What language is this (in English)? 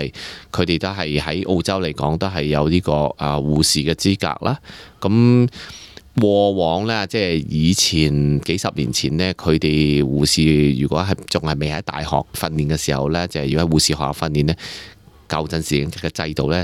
Cantonese